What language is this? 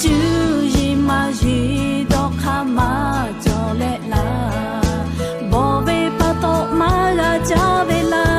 Lahu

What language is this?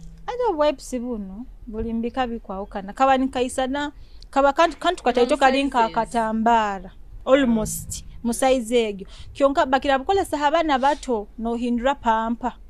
Nyoro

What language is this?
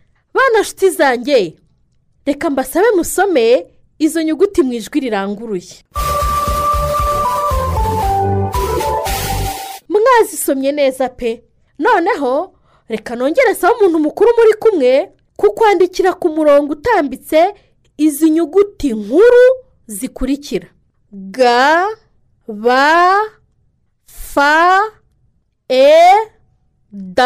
Kinyarwanda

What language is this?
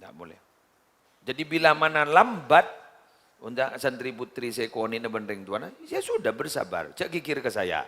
Madurese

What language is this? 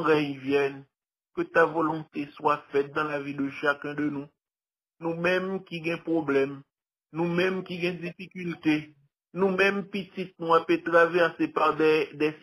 Haitian Creole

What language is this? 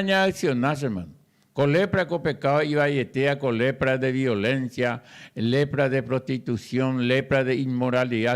Guarani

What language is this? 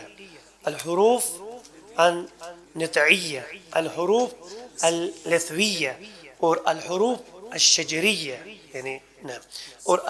Kashmiri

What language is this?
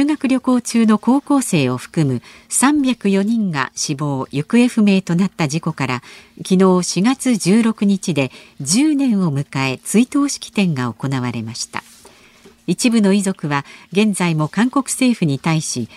Japanese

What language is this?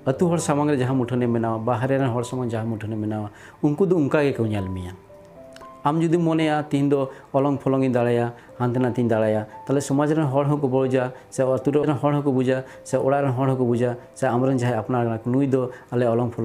Santali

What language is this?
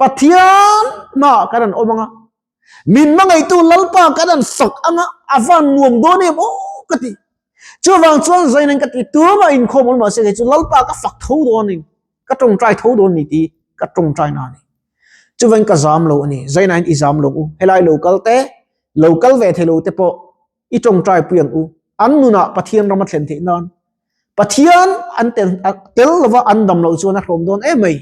Mizo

